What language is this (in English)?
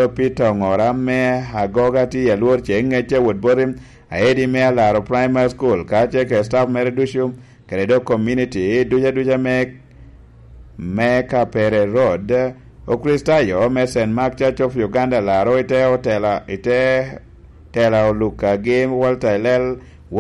Lango (Uganda)